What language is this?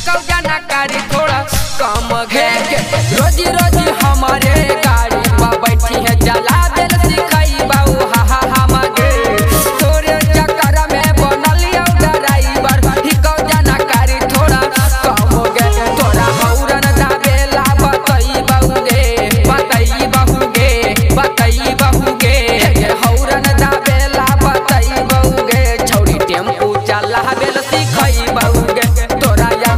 Magahi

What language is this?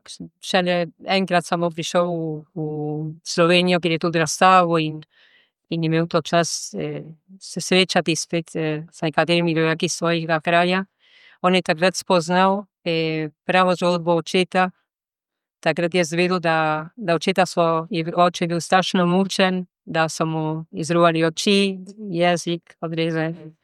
Slovenian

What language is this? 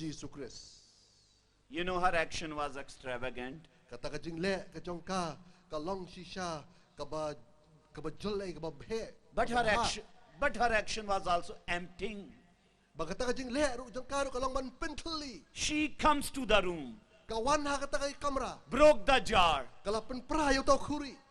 Khasi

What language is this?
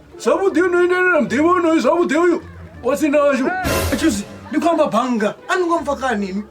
Venda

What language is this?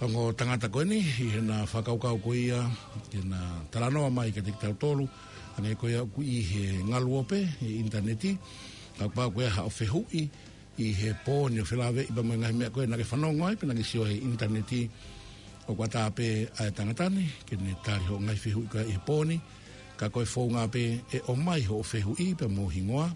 Tongan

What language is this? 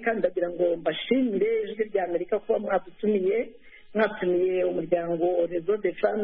Kinyarwanda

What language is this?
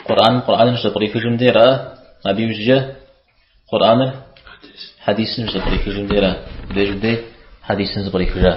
Kabardian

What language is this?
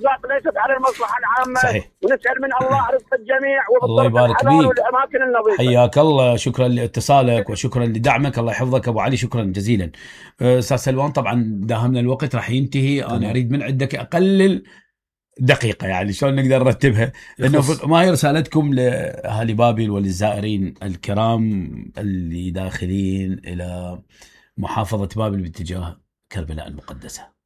Mesopotamian Arabic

